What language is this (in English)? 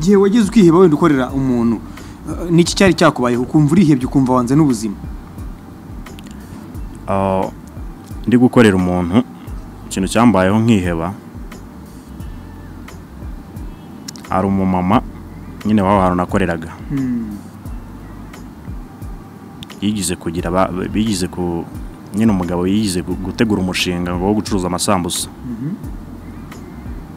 Kinyarwanda